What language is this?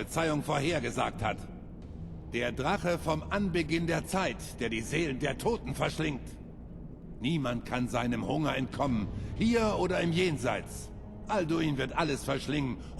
Bavarian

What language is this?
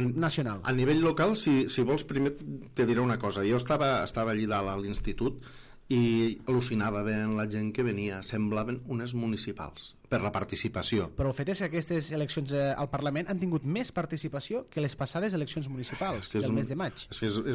Catalan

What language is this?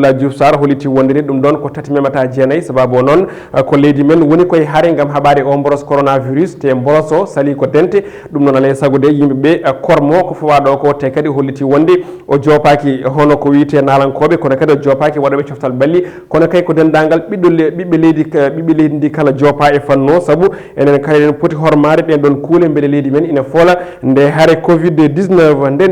Fula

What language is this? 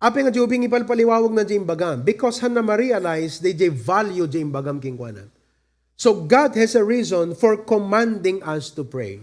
Iloko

